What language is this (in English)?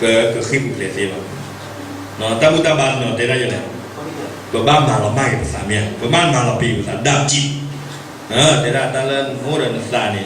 S'gaw Karen